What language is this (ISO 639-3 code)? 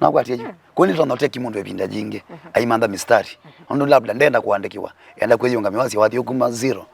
kam